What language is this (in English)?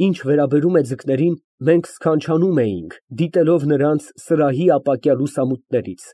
Armenian